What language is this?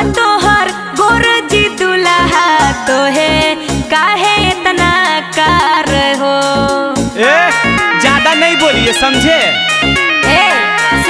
Magahi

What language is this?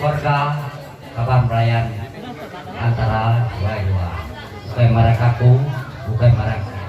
Iban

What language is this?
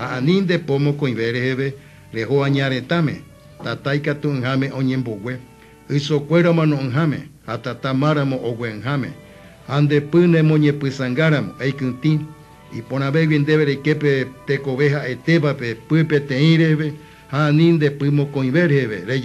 Guarani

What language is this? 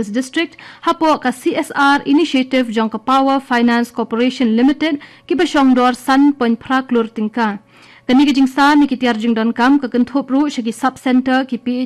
Khasi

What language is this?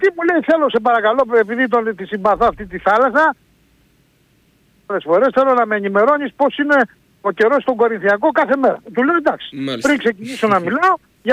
Greek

